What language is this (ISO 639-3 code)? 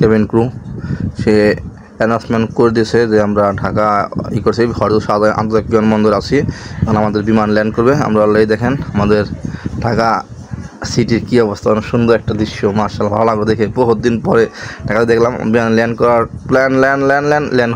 ben